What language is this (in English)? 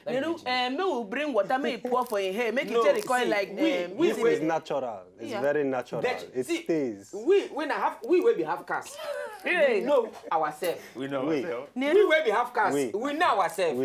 Nigerian Pidgin